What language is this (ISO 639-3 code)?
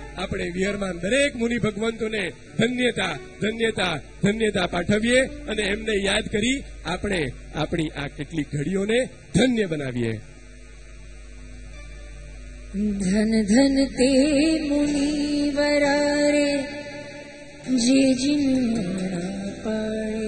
guj